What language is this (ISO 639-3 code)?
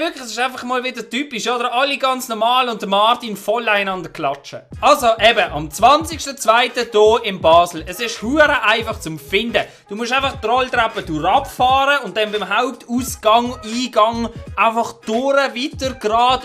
gsw